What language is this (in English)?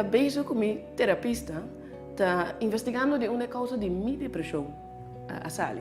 Papiamento